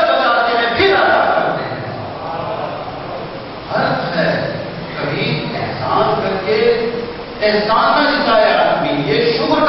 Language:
Urdu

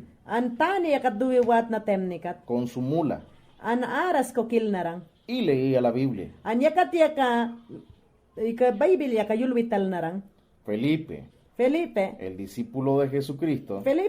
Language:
Mayangna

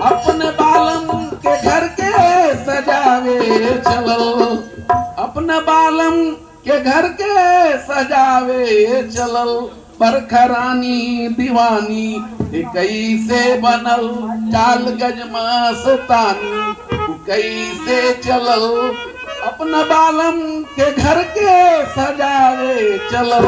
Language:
Magahi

